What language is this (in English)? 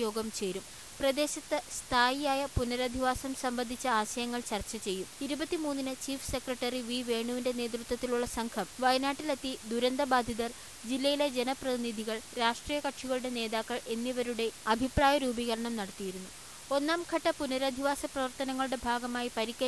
Malayalam